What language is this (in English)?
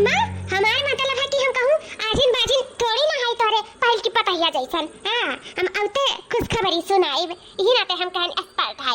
Awadhi